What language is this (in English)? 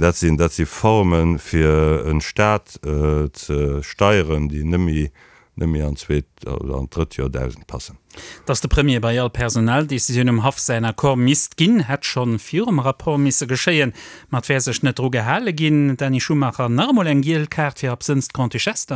Luxembourgish